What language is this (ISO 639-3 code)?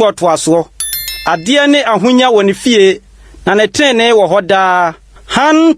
aka